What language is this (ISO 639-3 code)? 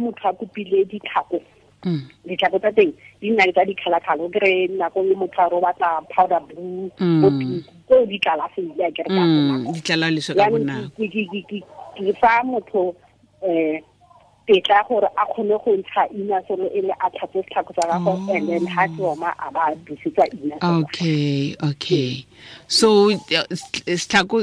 tsn